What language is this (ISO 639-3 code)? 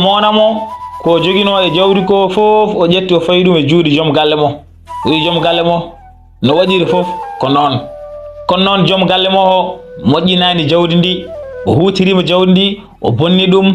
ful